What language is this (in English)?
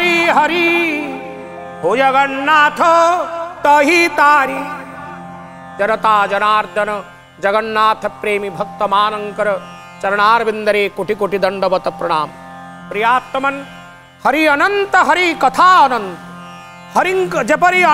Odia